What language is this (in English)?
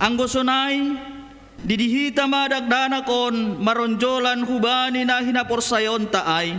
Batak Simalungun